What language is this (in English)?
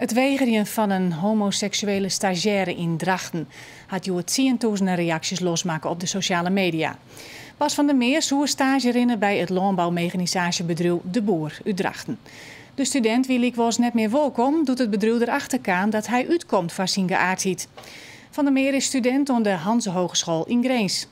Western Frisian